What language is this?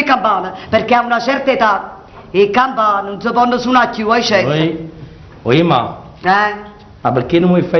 Neapolitan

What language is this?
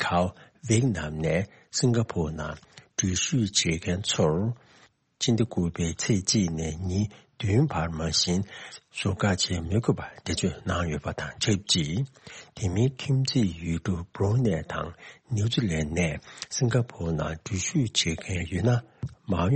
Tibetan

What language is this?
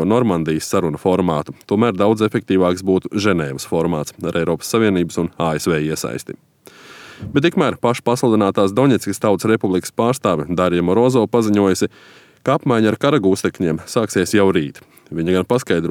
Latvian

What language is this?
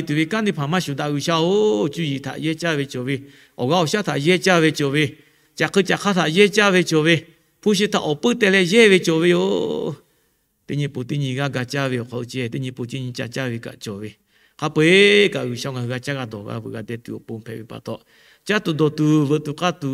Lahu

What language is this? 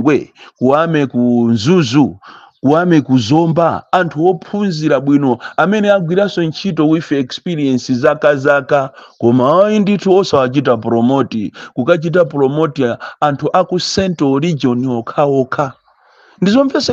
Nyanja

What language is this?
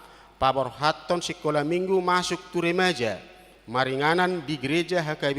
Batak Toba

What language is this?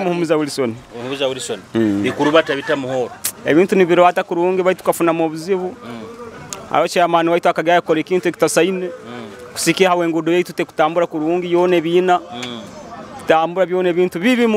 Nyoro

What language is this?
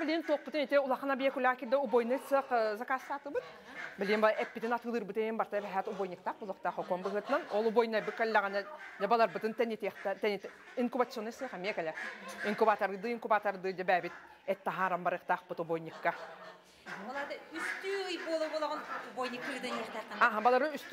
Yakut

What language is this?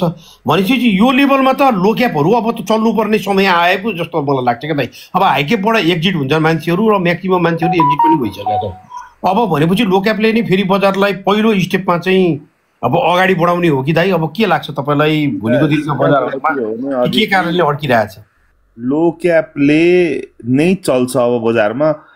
Nepali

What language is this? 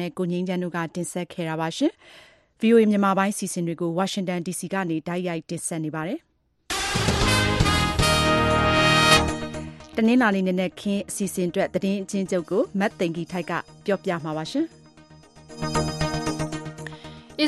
Burmese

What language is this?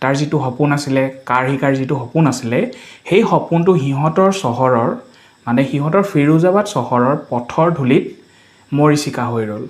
Assamese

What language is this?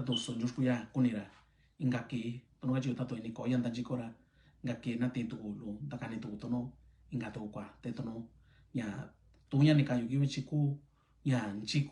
Mixtepec Mixtec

